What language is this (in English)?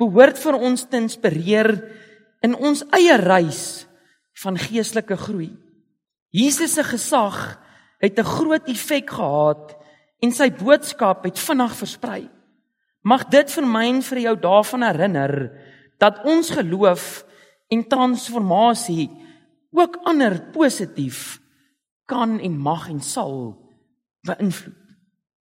Afrikaans